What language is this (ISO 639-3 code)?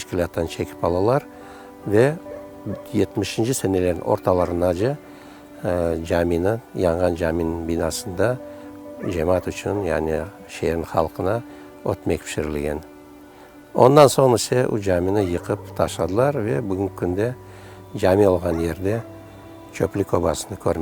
crh